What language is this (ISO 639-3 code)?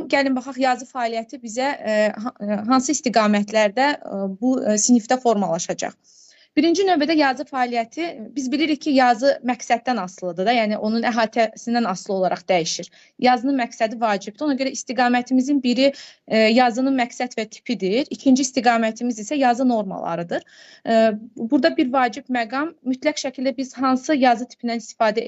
aze